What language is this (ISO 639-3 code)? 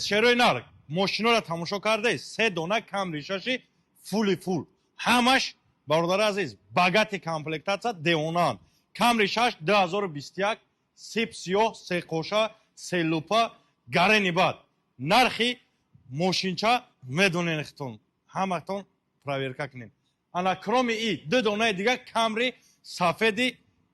tgk